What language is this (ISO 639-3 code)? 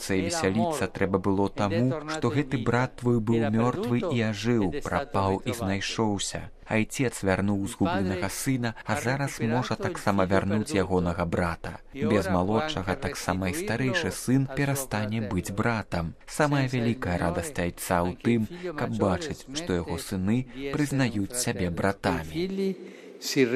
bel